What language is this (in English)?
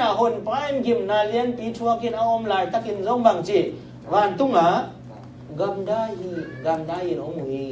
Tedim Chin